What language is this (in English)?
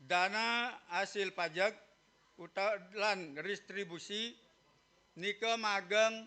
Balinese